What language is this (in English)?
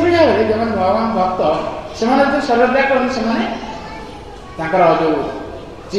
Odia